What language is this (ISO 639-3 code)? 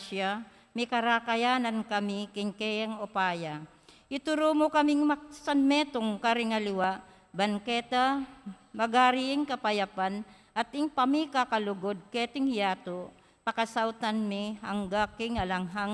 pam